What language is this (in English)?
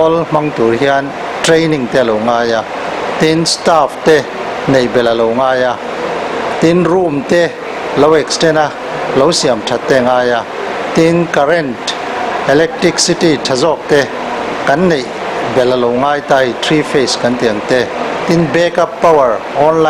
Mizo